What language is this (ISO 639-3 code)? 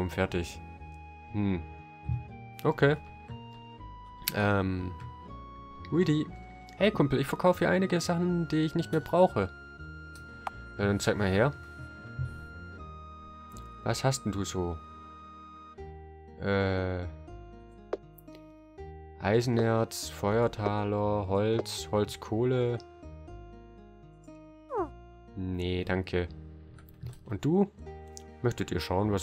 deu